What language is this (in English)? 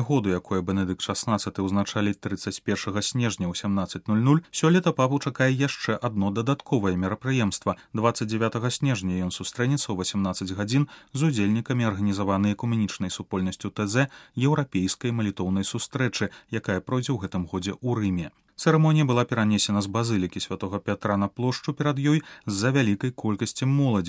Belarusian